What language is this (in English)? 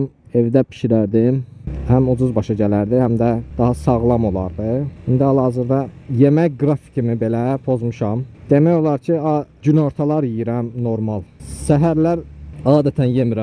Azerbaijani